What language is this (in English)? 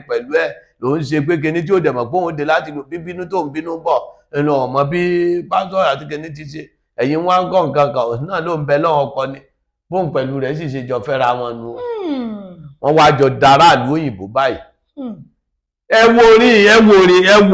Yoruba